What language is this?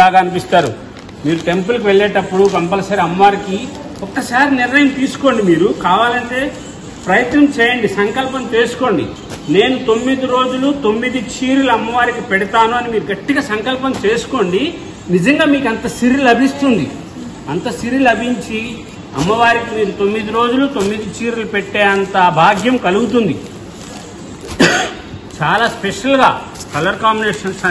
Telugu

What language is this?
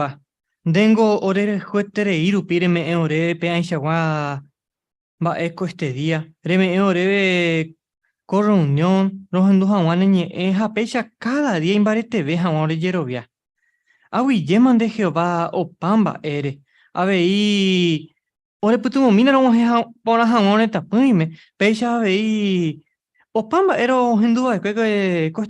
Guarani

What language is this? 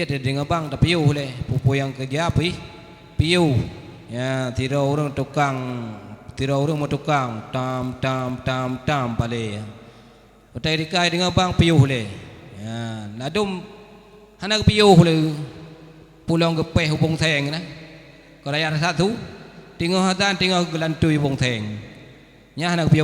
Achinese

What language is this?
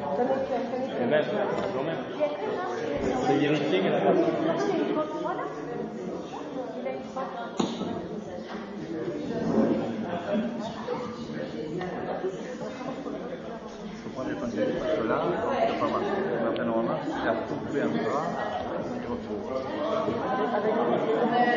French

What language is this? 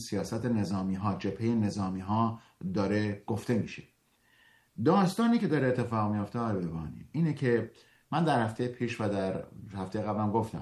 Persian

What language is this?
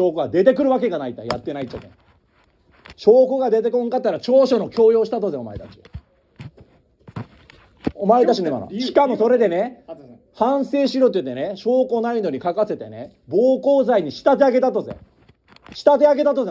Japanese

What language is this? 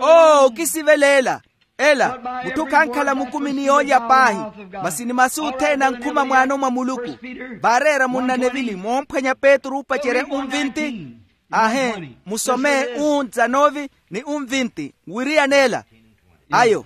Makhuwa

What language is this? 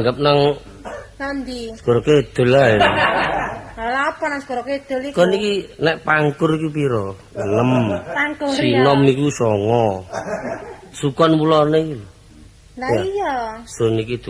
Javanese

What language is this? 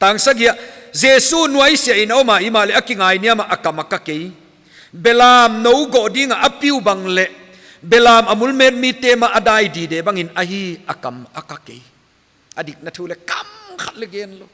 Paite Chin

